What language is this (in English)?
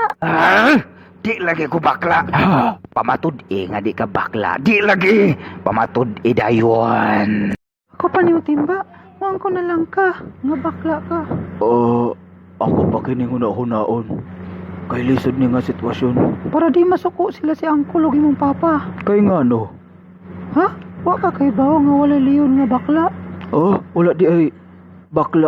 Cebuano